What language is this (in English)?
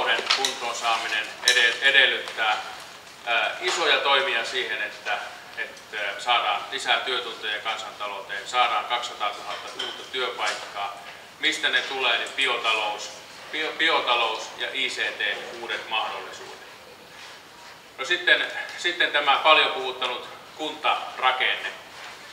Finnish